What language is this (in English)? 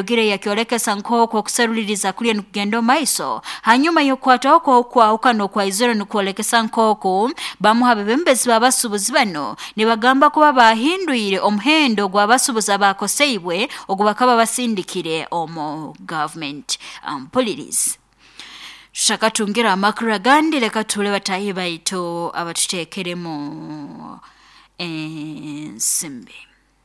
Nyoro